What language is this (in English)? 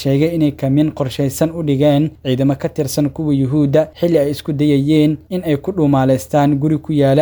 Somali